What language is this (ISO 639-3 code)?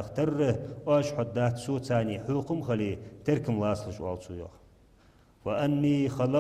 inh